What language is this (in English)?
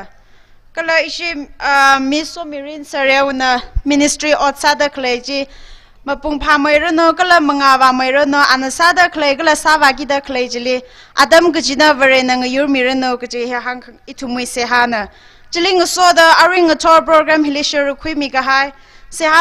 Tangkhul Naga (India)